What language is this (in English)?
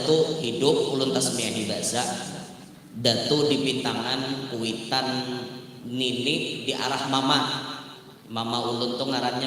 Banjar